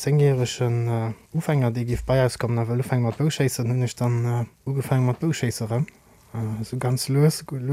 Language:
Luxembourgish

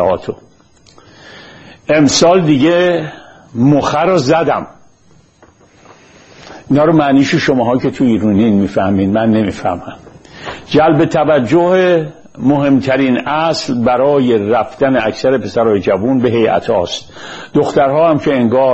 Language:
Persian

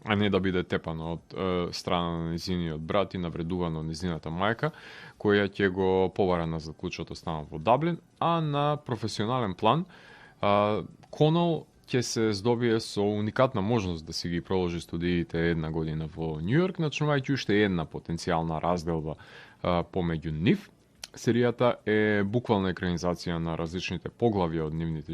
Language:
Macedonian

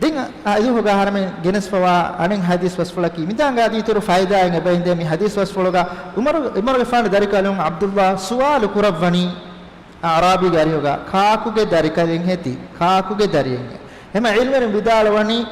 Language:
Divehi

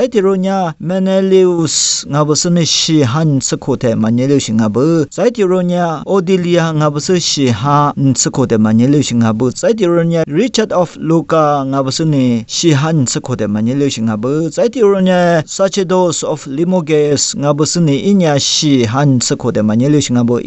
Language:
Lisu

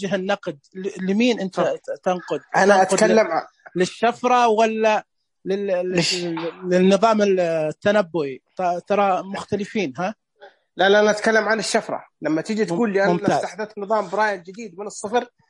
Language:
Najdi Arabic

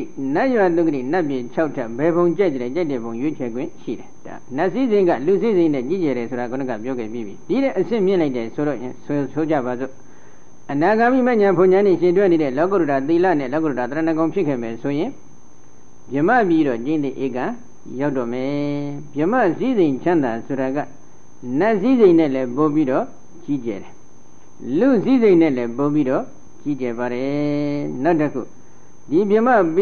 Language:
Burmese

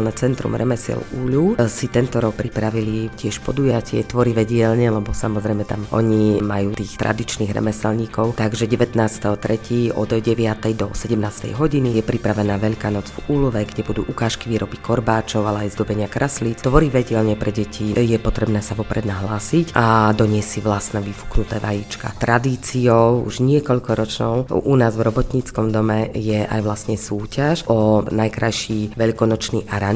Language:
Slovak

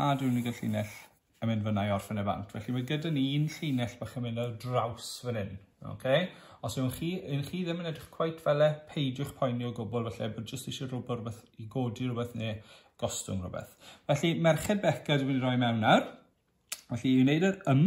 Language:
Welsh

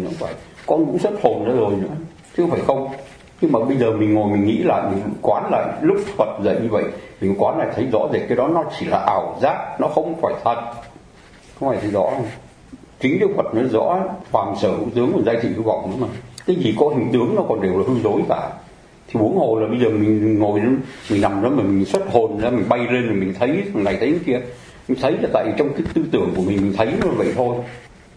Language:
Vietnamese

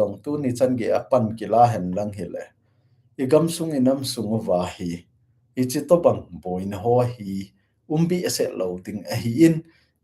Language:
Thado Chin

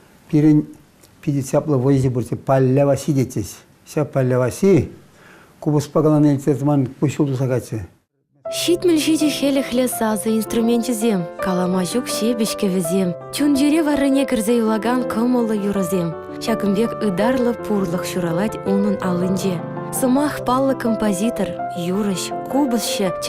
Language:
Chuvash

